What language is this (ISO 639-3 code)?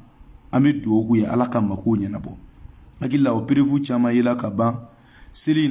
bam